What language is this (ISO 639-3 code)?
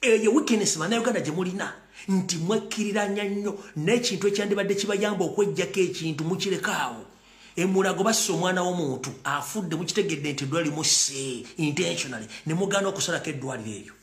lug